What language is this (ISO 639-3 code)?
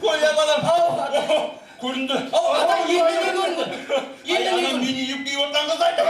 kaa